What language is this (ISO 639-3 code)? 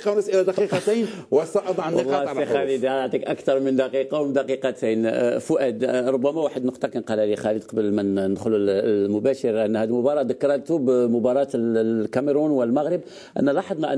arq